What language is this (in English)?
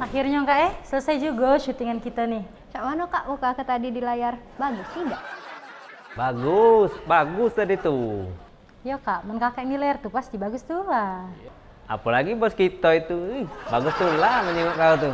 Musi